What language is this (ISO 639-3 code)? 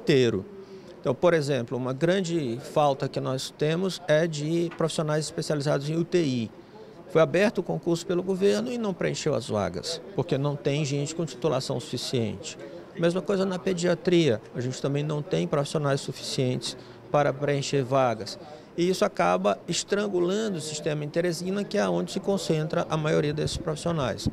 por